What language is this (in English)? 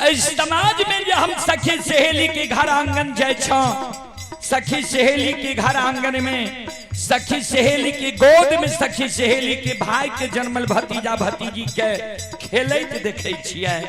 Maithili